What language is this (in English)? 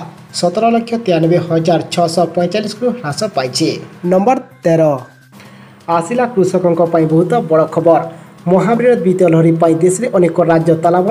Odia